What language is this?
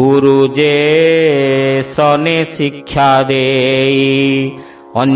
Odia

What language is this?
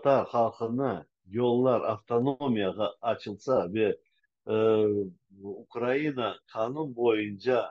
Crimean Tatar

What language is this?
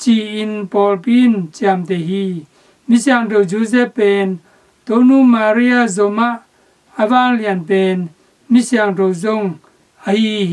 Tedim Chin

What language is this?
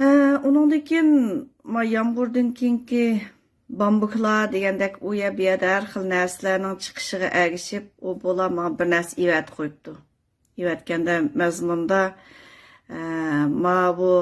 Uyghur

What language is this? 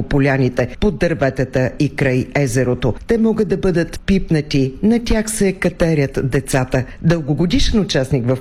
Bulgarian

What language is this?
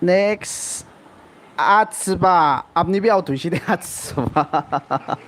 Naga Pidgin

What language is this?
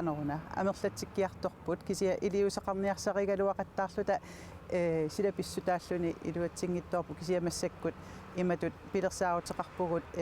Kalaallisut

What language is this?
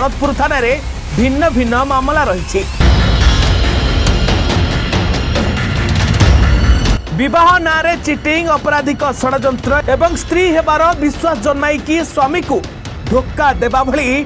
Odia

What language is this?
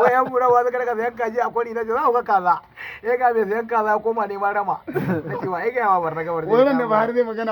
Hausa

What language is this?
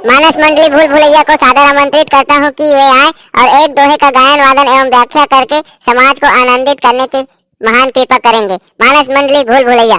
Chhattisgarhi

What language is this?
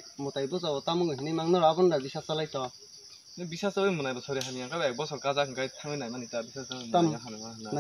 Kok Borok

